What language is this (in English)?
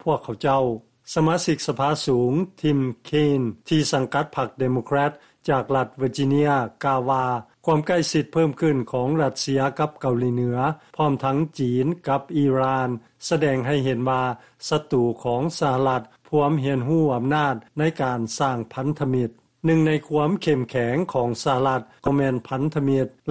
Lao